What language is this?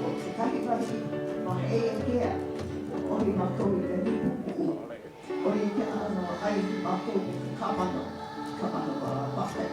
Hawaiian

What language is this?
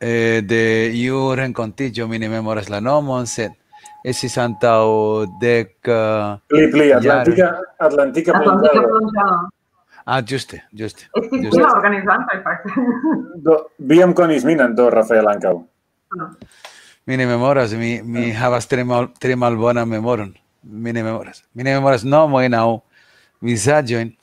Esperanto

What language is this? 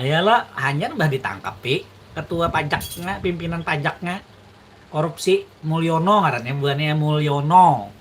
Banjar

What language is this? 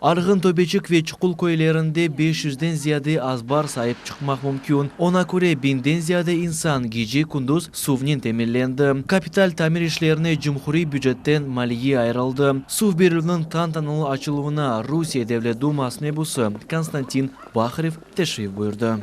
Crimean Tatar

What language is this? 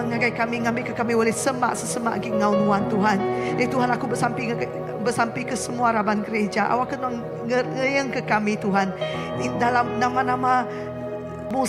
Iban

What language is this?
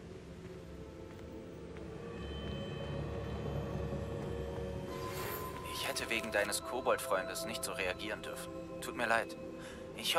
German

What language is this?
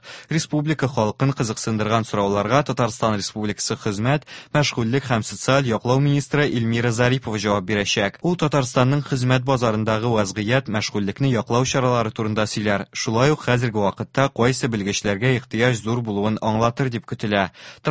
Tatar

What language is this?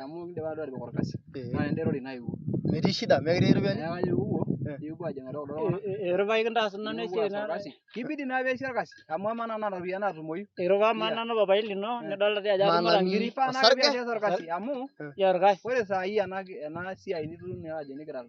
Masai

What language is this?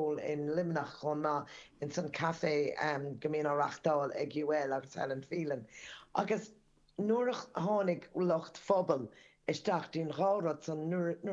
Irish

